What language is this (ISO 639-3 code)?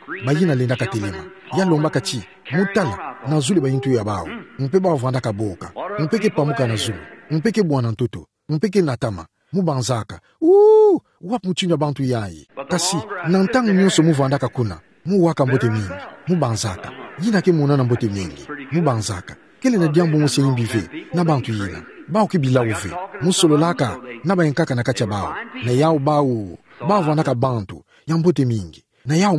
ktu